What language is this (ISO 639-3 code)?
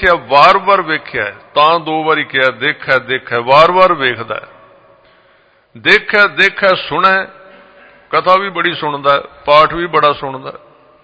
pan